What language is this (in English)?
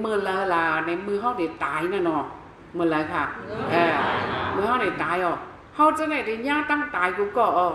Shan